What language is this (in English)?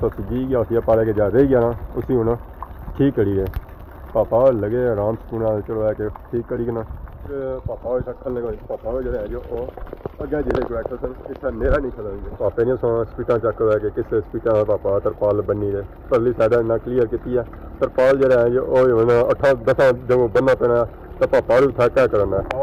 Pahari-Potwari